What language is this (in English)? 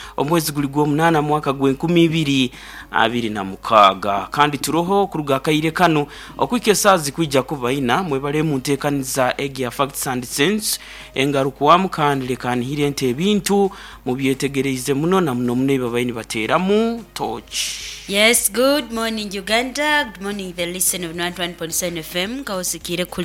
Nyoro